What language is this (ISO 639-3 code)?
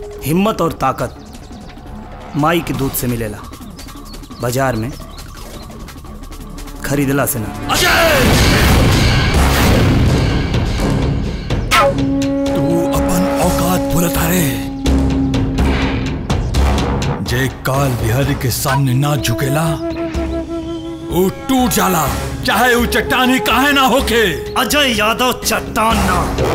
bho